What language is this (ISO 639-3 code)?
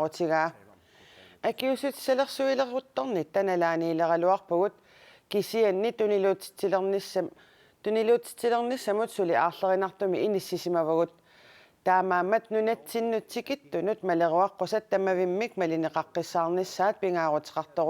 kal